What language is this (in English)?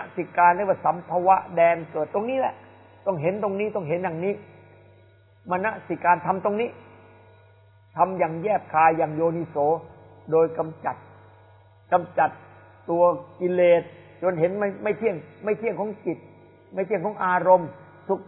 Thai